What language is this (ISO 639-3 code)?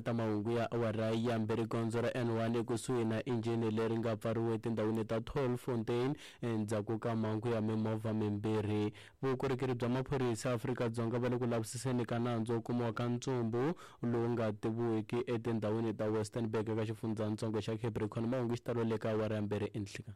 tso